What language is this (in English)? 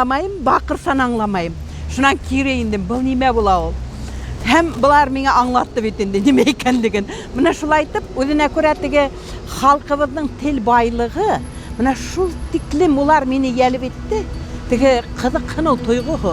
Bashkir